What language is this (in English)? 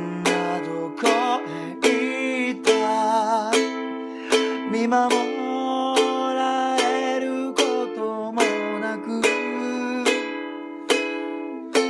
Japanese